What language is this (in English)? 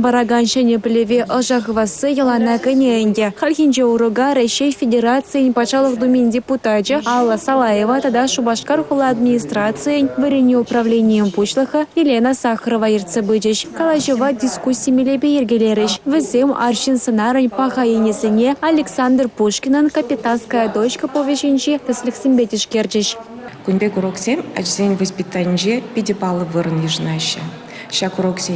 Chuvash